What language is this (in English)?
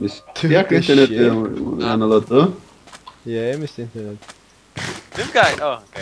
Faroese